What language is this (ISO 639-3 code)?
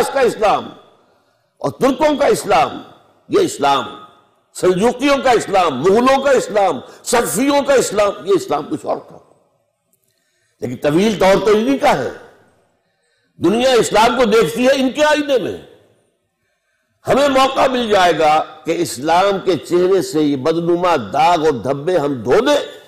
urd